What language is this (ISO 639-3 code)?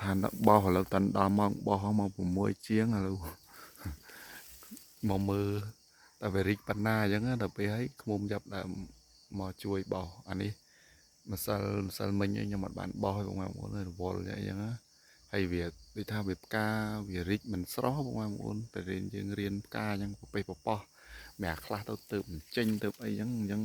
khm